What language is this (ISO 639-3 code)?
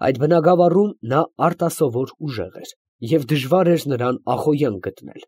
hye